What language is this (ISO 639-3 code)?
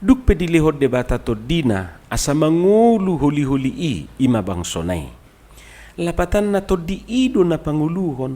bbc